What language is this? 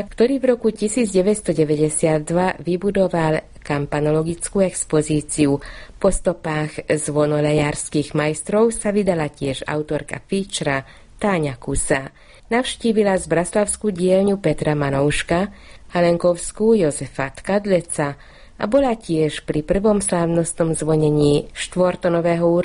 Slovak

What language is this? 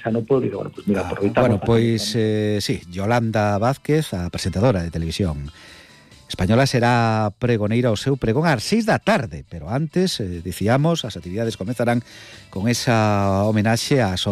Galician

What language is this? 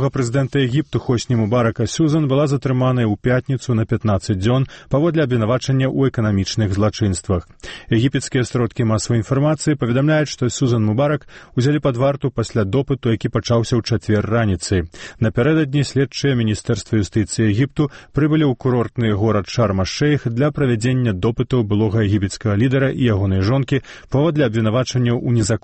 Belarusian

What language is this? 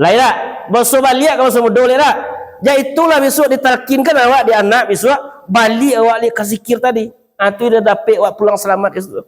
Minangkabau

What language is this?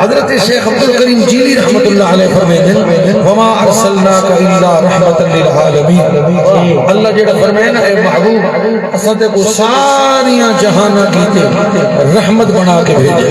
Saraiki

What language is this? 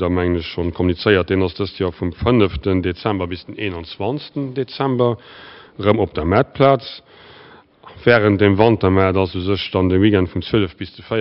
Luxembourgish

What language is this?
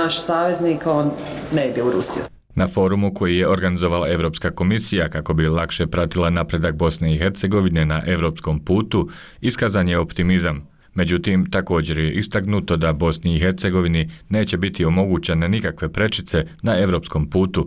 Bosnian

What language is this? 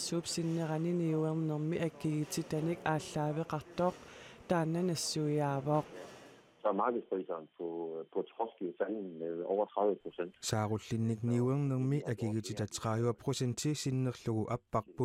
Kalaallisut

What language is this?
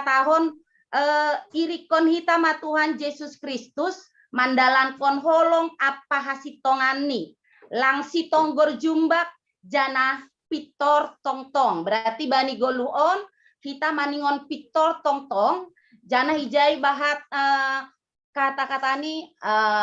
Batak Simalungun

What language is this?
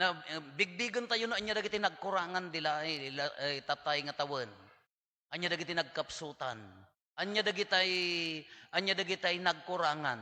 Iloko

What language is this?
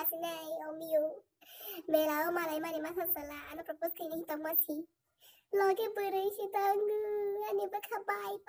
Kok Borok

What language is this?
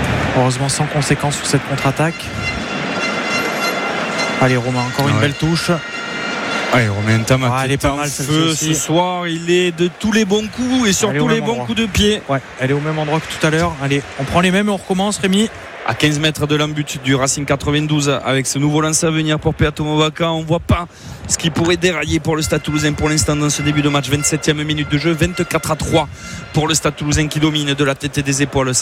French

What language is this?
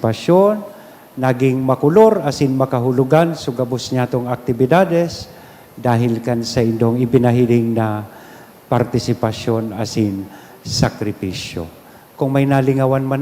Bikol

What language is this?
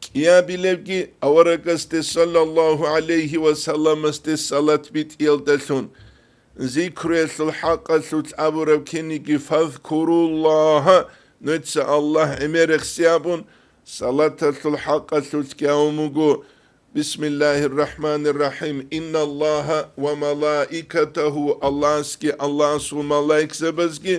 Avaric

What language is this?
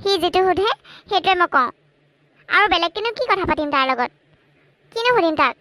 Assamese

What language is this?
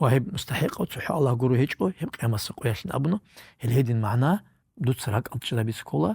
Avaric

